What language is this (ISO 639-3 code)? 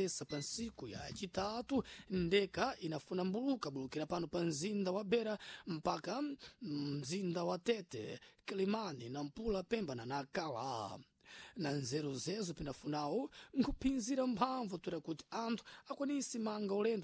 seh